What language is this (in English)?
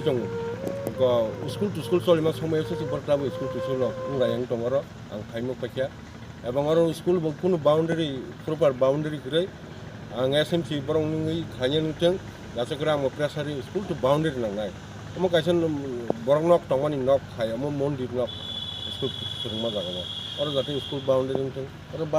Kok Borok